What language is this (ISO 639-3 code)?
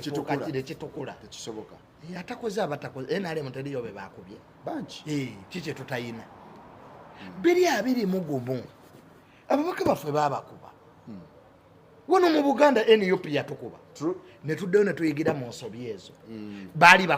lug